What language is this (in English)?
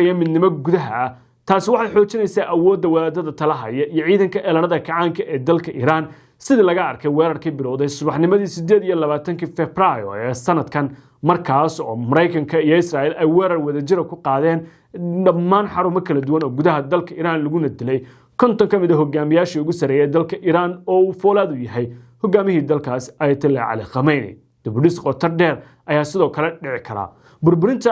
Somali